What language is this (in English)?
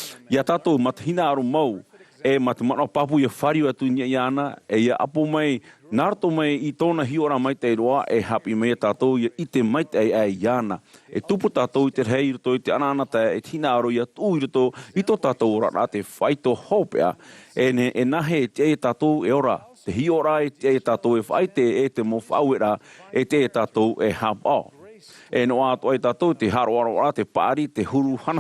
Tahitian